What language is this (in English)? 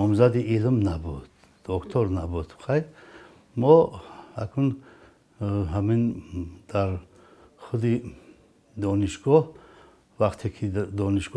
Tajik